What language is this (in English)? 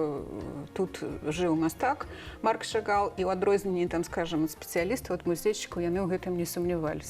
Belarusian